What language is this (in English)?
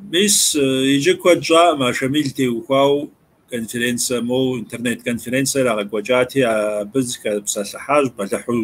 Kabardian